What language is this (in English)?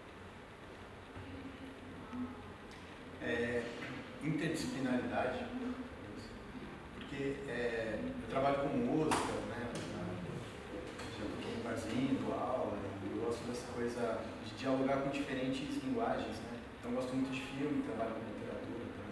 Portuguese